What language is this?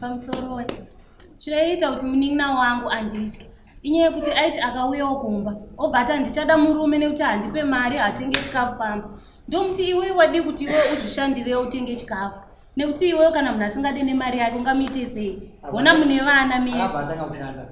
Shona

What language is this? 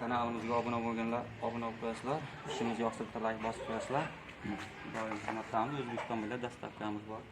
Uzbek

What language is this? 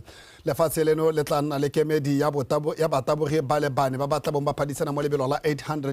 Tswana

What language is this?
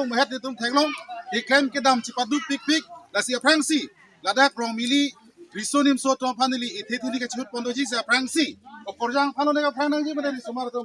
Karbi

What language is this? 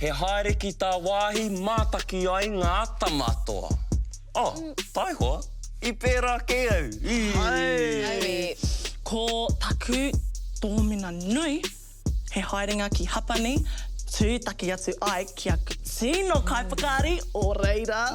Māori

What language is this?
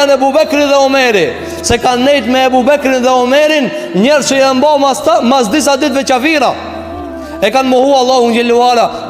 Albanian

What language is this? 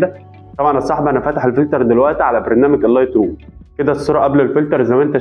Egyptian Arabic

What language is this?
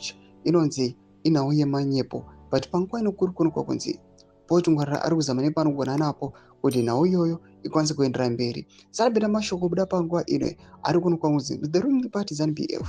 Shona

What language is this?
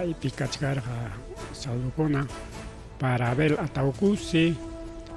Ayacucho Quechua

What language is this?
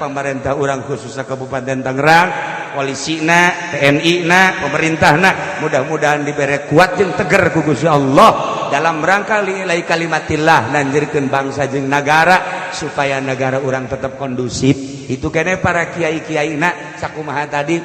Sundanese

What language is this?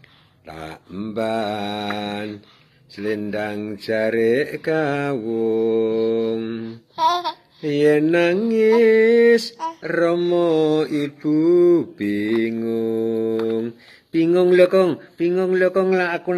Javanese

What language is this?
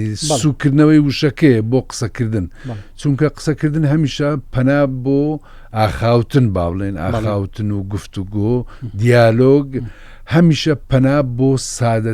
Central Kurdish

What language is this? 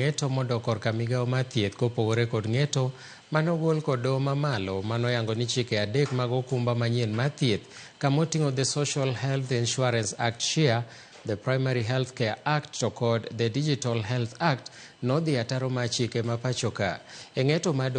Luo (Kenya and Tanzania)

